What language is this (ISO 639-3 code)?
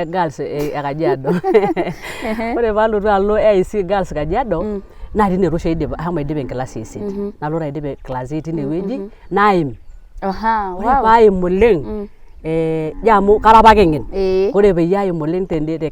mas